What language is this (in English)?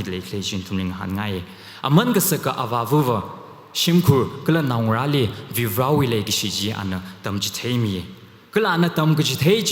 Tangkhul Naga (India)